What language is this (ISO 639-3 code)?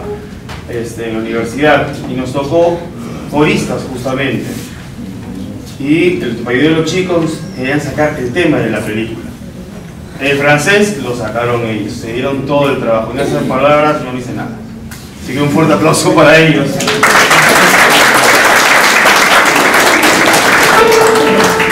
spa